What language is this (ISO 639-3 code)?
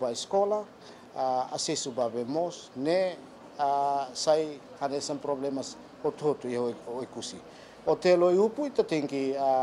tet